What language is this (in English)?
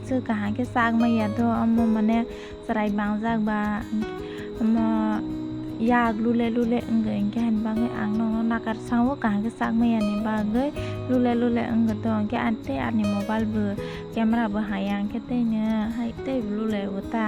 Kok Borok